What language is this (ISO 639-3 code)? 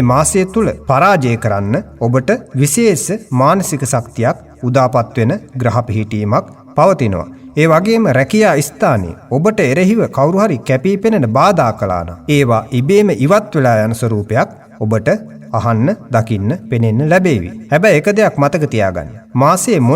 sin